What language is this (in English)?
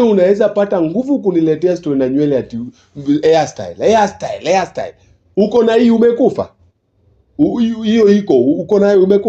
Swahili